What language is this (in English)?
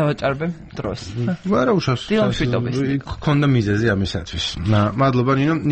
Georgian